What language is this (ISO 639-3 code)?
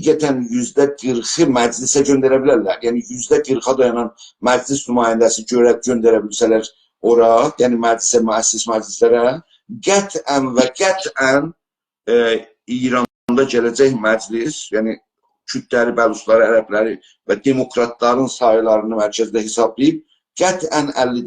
azb